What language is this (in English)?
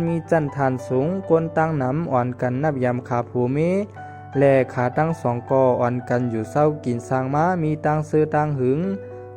Shan